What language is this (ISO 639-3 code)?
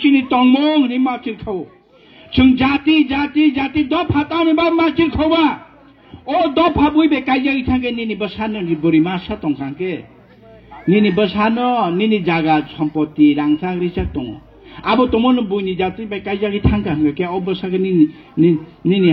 trp